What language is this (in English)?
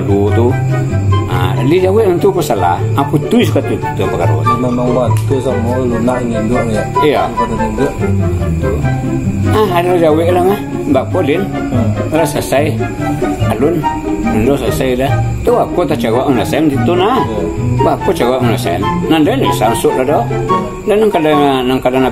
Minangkabau